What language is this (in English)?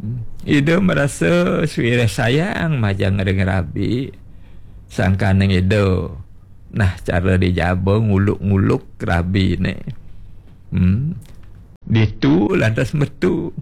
Balinese